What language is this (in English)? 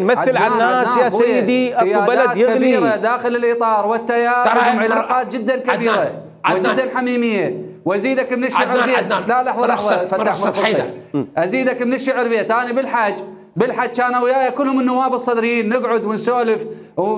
Mesopotamian Arabic